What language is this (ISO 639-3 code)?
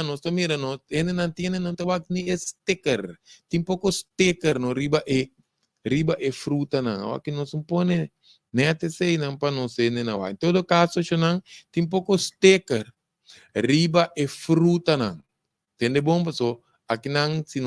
pap